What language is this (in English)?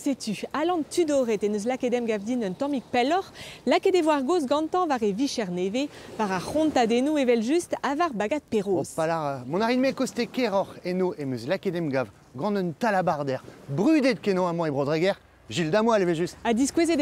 Breton